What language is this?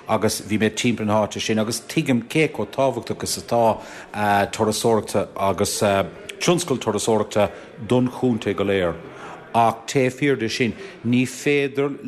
Irish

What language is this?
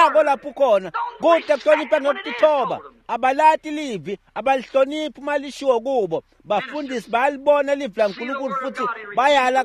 Swati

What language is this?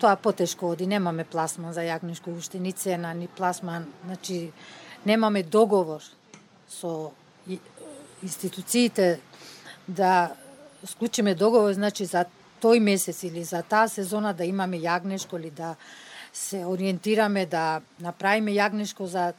Macedonian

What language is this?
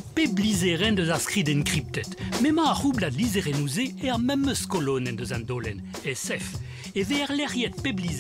Breton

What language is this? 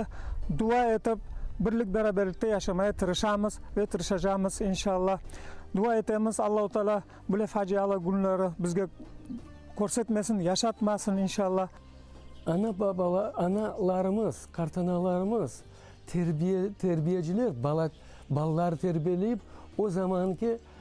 Crimean Tatar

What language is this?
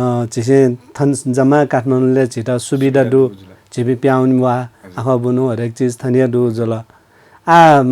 Newari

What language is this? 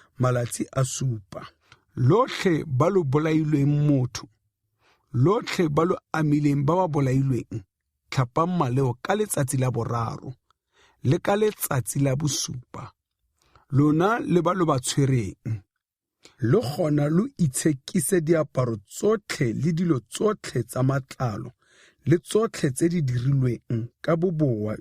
Tswana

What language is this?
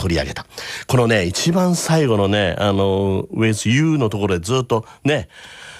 Japanese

